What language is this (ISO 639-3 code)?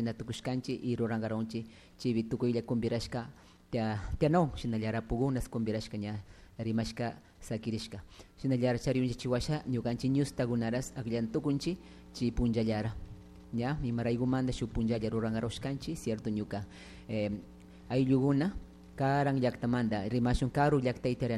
qug